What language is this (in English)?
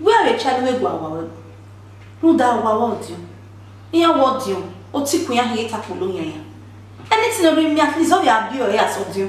Bini